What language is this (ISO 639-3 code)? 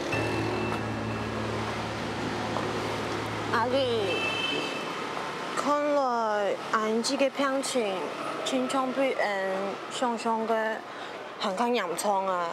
hak